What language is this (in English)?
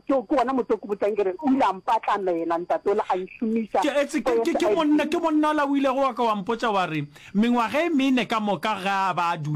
Northern Sotho